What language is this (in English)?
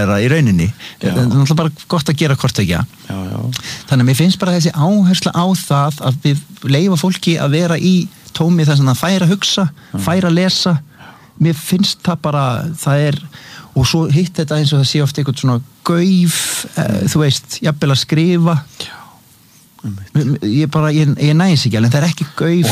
Icelandic